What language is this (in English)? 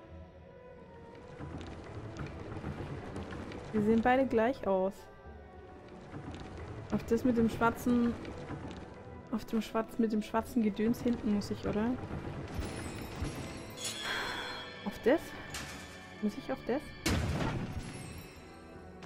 German